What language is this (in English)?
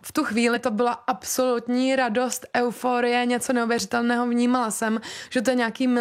Czech